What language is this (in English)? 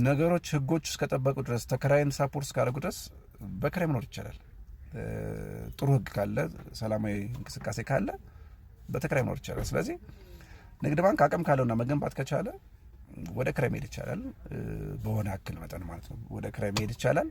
Amharic